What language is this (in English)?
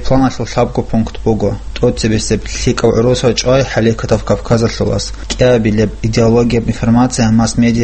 Avaric